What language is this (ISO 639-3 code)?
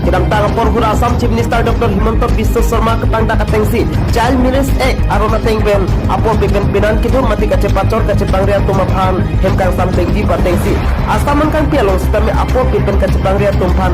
mjw